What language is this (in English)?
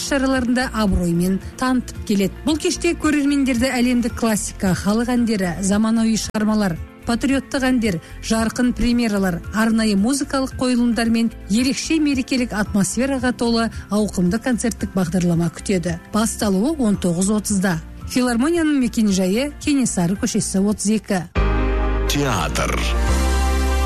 Kazakh